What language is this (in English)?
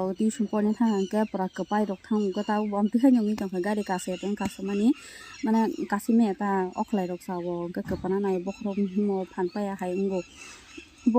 Kok Borok